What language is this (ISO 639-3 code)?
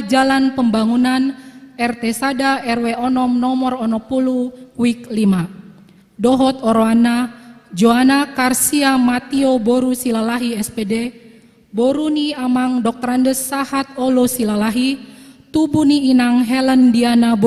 bbc